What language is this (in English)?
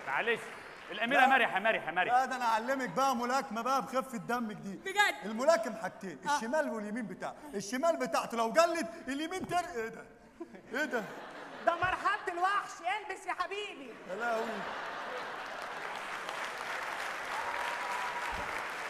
Egyptian Arabic